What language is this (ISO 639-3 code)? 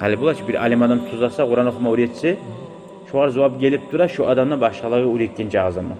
kum